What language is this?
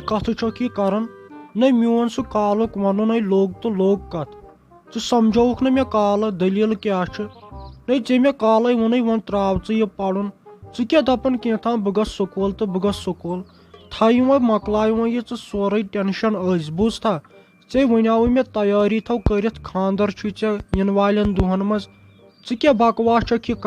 Kashmiri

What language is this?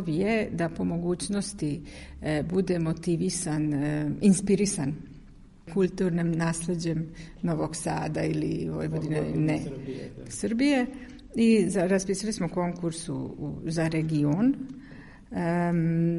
Serbian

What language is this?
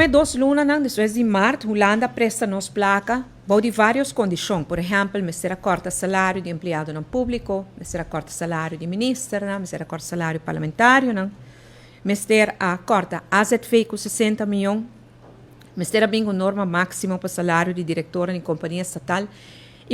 Papiamento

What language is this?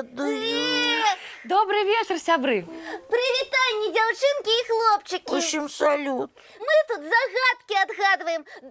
Belarusian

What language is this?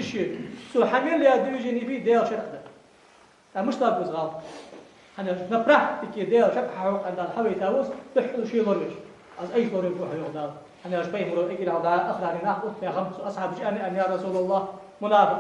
Ingush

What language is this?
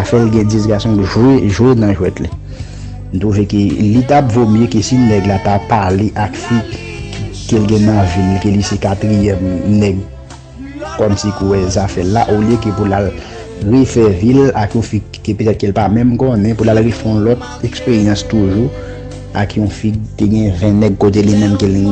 Haitian Creole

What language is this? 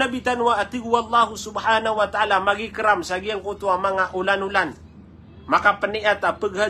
Maranao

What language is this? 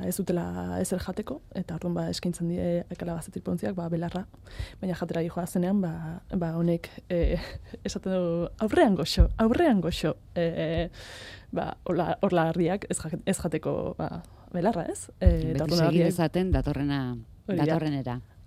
Basque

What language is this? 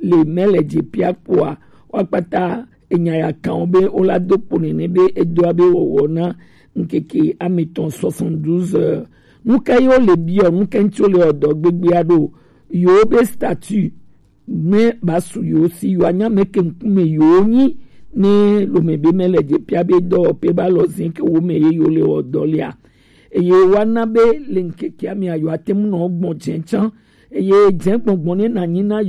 Gen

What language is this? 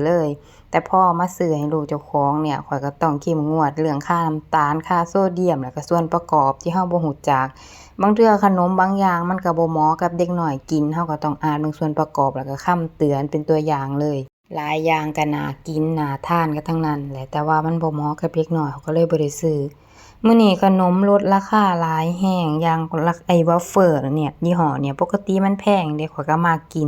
Northeastern Thai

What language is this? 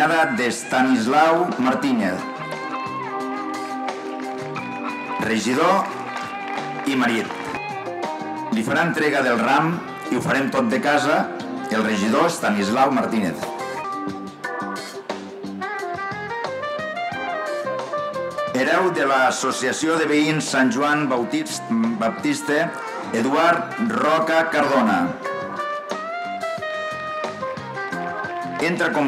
Catalan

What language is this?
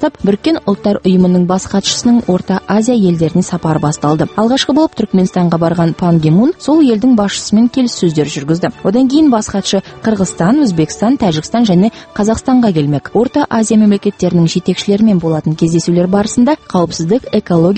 Kazakh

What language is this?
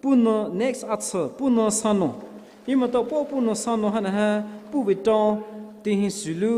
Poumei Naga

